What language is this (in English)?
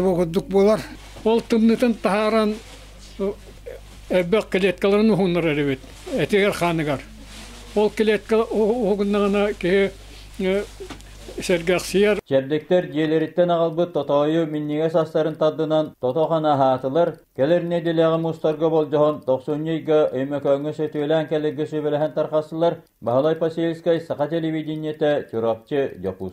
Yakut